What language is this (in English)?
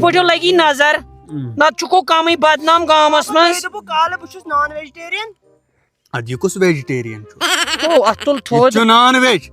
Kashmiri